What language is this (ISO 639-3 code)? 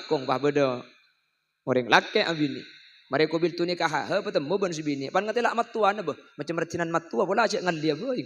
mad